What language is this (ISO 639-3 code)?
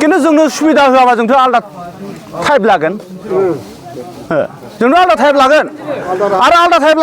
brx